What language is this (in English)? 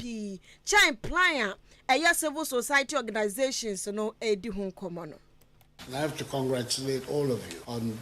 Akan